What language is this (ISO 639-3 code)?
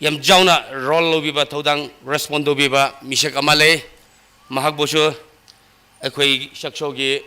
nmf